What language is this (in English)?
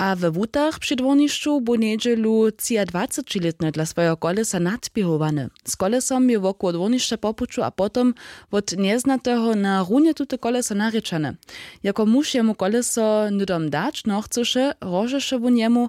Upper Sorbian